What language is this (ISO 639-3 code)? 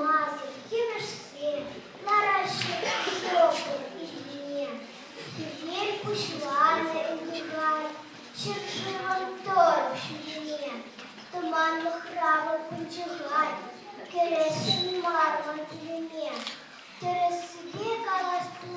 chv